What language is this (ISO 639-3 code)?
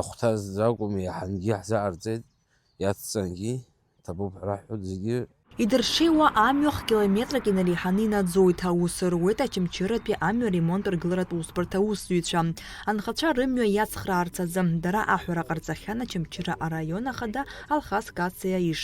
abk